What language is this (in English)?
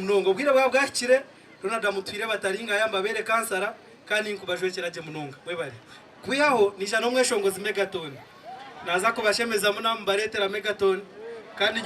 Nyankole